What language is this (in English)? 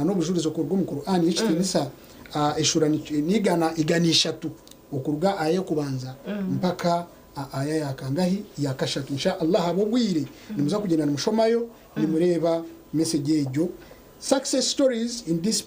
Nyankole